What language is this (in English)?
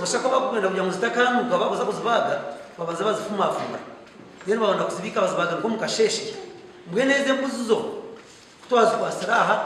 Nyankole